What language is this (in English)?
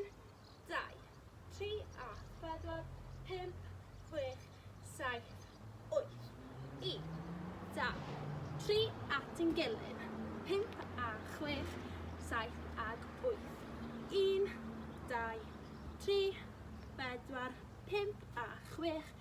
Welsh